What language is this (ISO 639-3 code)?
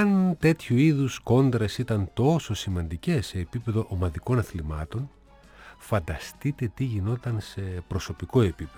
ell